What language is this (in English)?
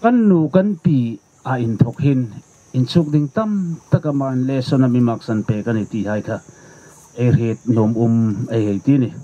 Hmar